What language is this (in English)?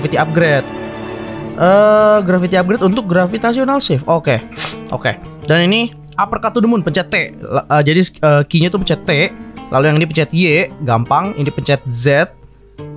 Indonesian